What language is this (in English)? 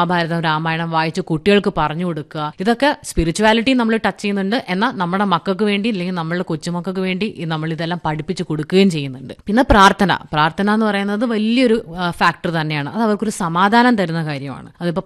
Malayalam